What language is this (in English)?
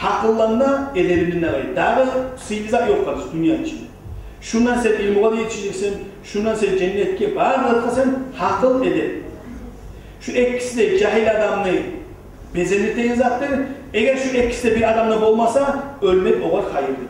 Kumyk